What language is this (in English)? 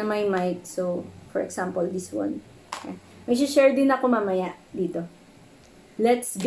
Filipino